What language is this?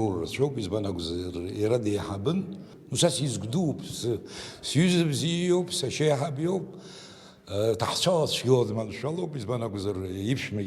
Abkhazian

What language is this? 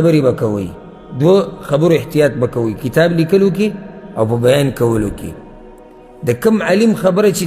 Pashto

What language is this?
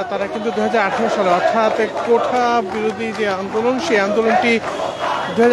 Bangla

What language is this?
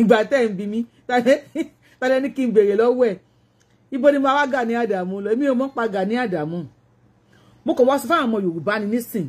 Yoruba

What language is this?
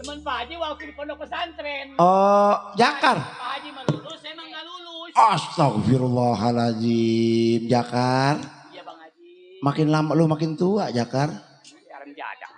Betawi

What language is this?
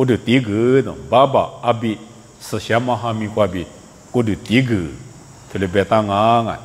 Lisu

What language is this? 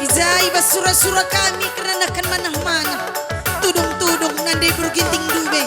Batak Karo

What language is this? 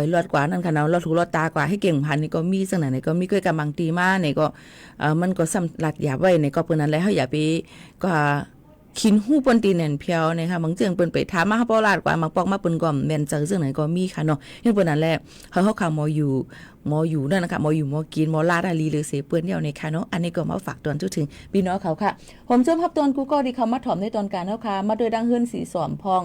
Shan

